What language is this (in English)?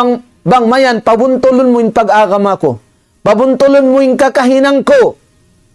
Tausug